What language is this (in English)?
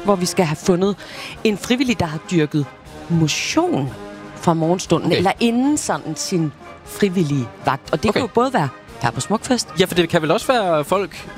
Danish